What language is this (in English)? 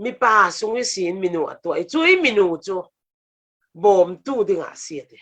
Falam Chin